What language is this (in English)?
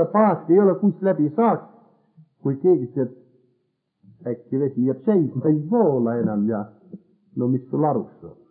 Estonian